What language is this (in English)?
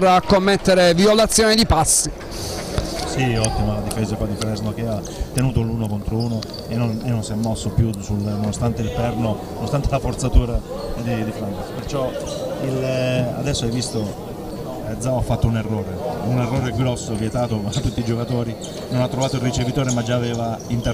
Italian